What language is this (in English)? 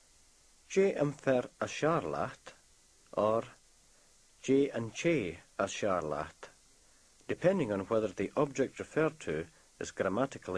Scottish Gaelic